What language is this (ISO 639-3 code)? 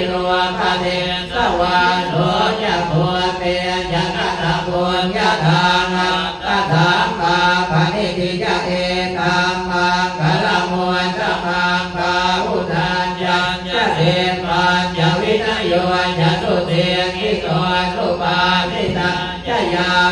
pli